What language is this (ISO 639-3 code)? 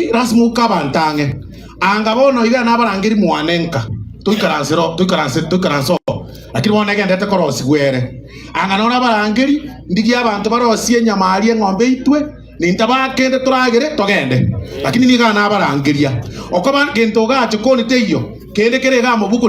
guz